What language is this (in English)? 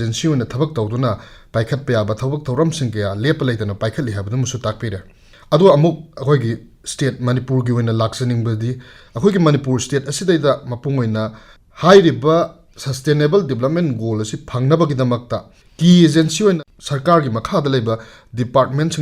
Manipuri